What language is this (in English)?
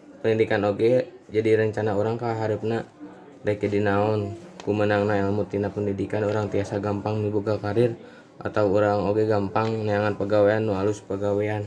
Sundanese